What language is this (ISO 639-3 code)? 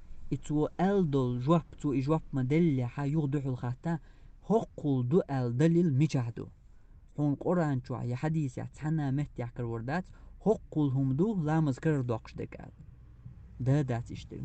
che